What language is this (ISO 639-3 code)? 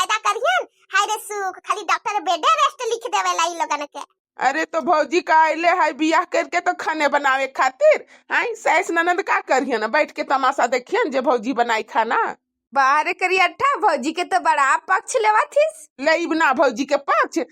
bho